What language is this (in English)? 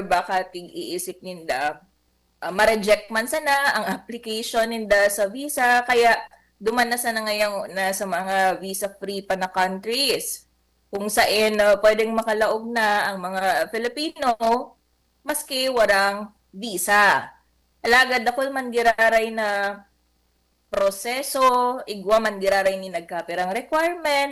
Bikol